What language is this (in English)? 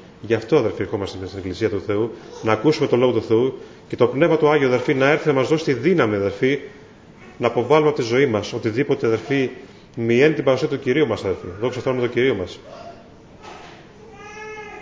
Greek